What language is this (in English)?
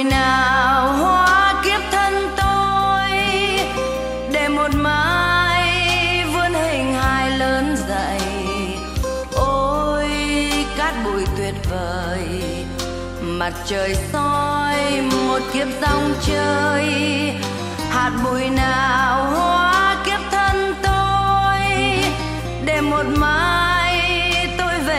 Vietnamese